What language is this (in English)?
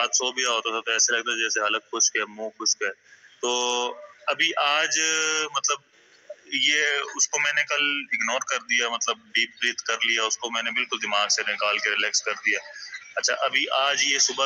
Urdu